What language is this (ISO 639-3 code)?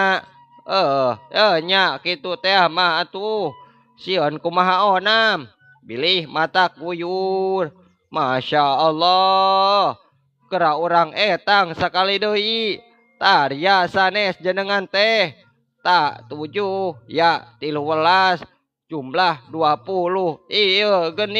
sun